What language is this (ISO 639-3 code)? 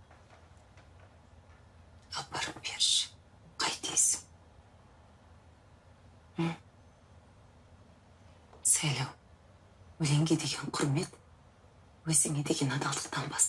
kaz